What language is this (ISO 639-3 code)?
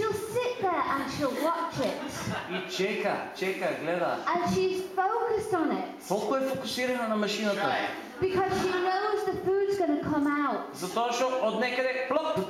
mkd